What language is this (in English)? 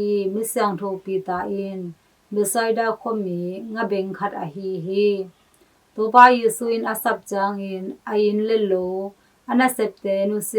Tedim Chin